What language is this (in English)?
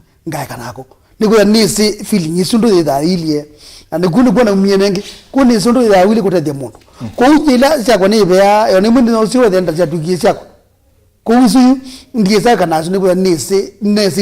Kamba